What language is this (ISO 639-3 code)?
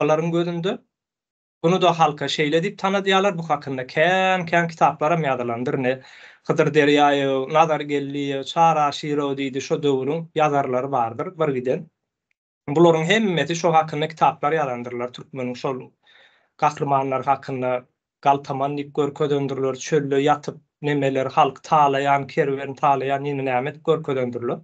tuk